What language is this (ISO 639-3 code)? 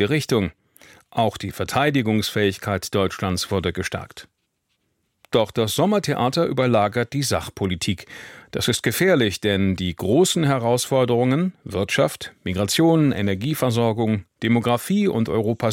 deu